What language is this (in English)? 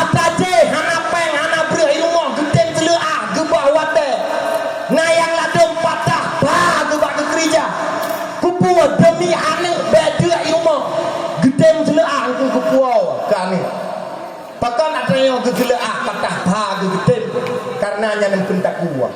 Achinese